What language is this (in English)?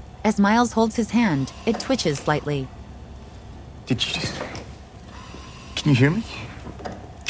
English